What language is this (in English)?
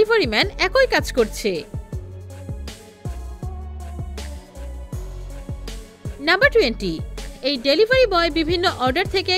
Bangla